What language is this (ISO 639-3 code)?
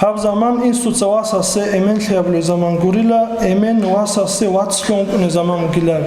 ava